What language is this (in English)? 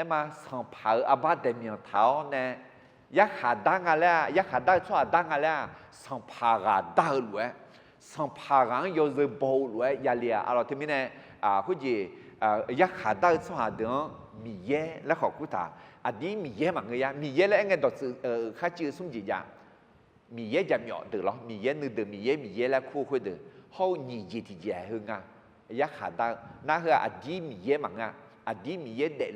Akha